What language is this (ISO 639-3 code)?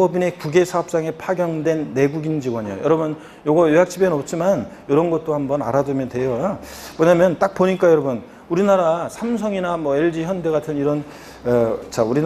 kor